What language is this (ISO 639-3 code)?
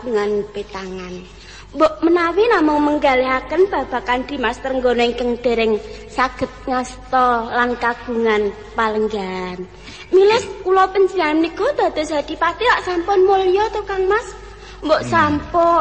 jav